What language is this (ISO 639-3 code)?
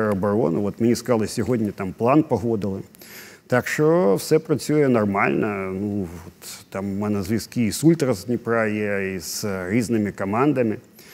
ukr